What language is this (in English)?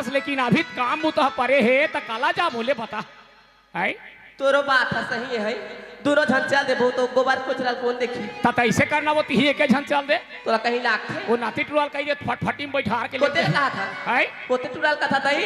Chhattisgarhi